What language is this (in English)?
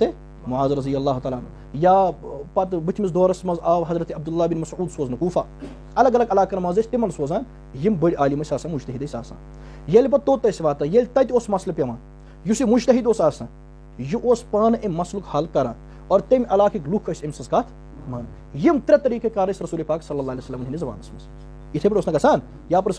Kashmiri